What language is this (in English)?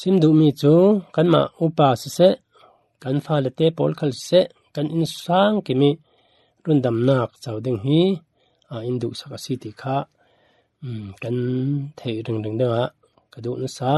Falam Chin